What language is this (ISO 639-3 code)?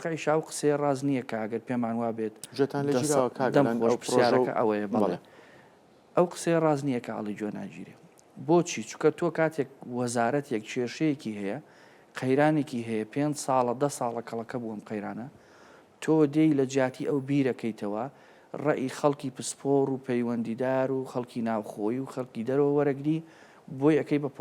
ckb